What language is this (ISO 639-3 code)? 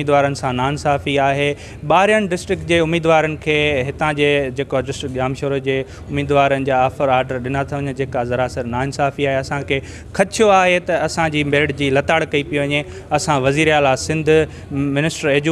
snd